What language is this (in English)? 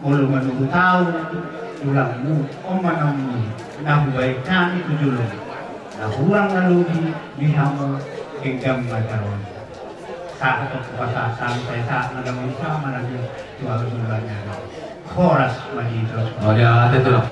Batak Toba